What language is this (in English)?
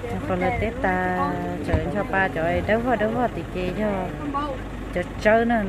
Hmong